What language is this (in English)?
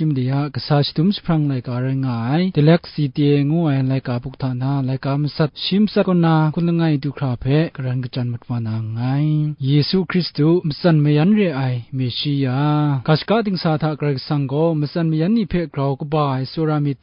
Kachin